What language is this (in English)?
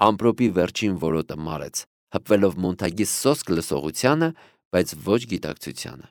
Armenian